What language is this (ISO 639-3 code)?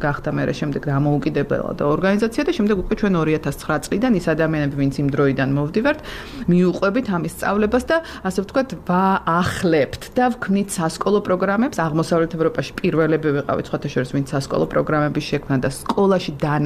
kat